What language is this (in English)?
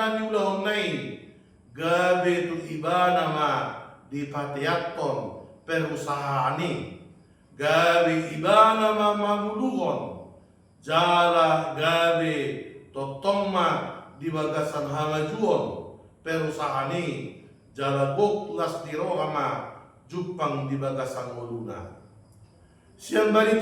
Batak Toba